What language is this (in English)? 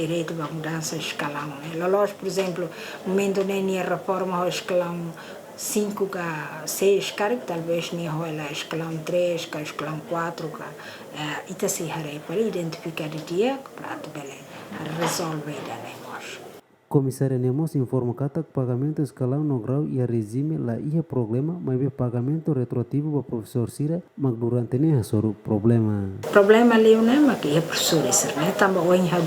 Tetum